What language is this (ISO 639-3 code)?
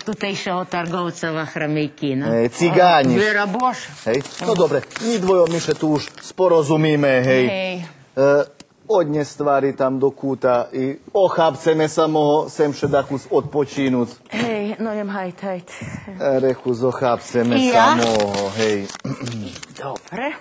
rue